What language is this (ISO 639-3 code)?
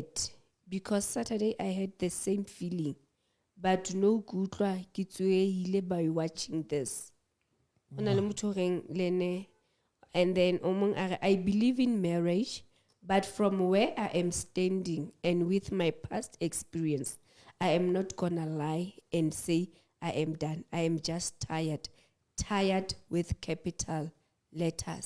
sot